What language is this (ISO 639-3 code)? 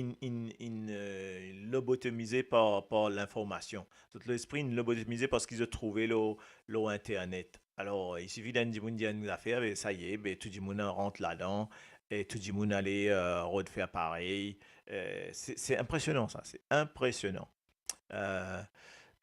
mfe